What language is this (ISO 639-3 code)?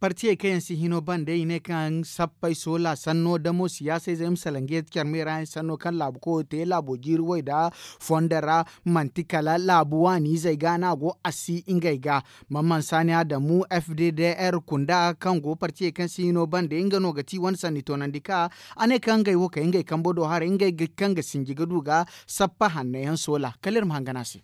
dje